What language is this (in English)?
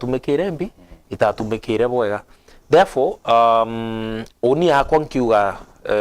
Meru